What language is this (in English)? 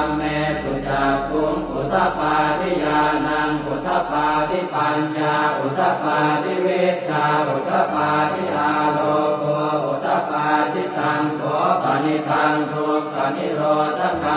Pali